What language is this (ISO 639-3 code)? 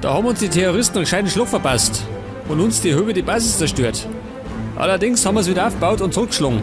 bar